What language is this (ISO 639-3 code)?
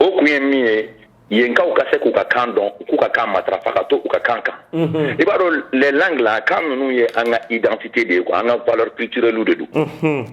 bam